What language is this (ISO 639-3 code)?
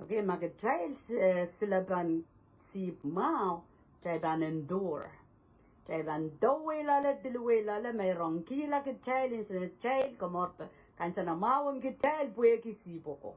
pon